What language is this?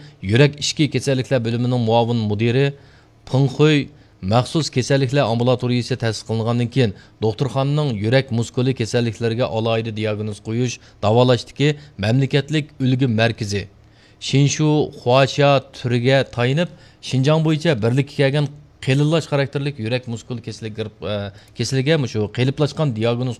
Uyghur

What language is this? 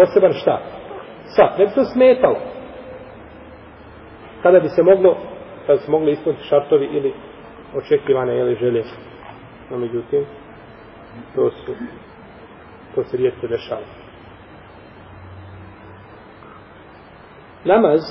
Bosnian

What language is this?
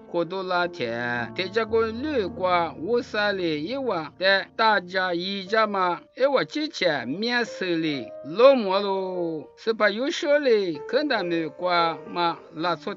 Lisu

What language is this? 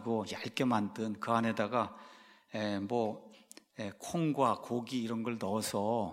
Korean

